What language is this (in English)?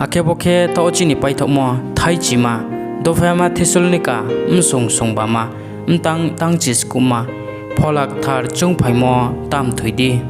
Riang (India)